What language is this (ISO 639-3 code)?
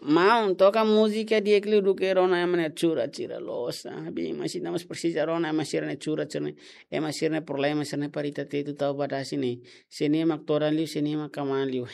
tet